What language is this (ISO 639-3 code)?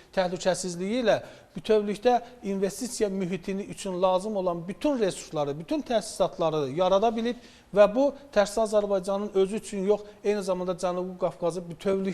aze